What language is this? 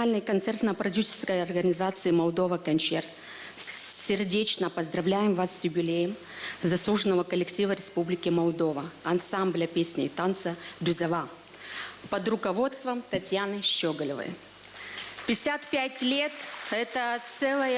Gagauz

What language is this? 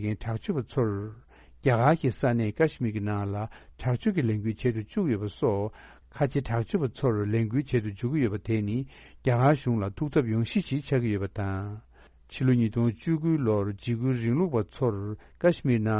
Tibetan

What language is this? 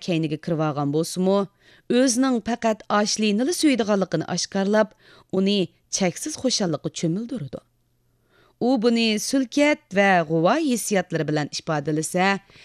Uyghur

